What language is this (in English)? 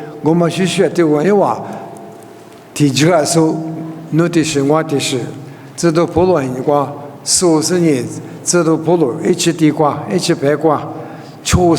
Lisu